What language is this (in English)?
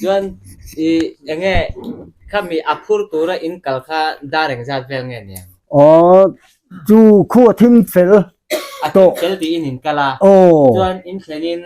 Mizo